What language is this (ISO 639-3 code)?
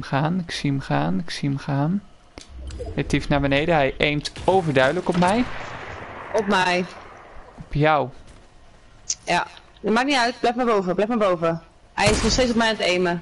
nld